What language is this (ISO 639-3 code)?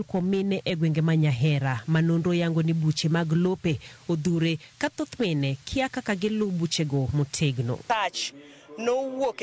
luo